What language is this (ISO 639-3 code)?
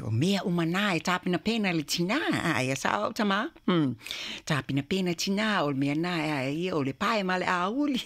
smo